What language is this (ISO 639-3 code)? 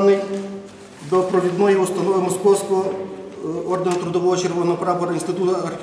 ukr